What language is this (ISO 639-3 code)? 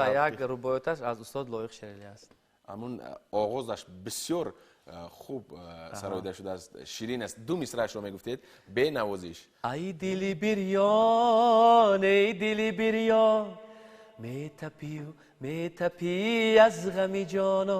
tgk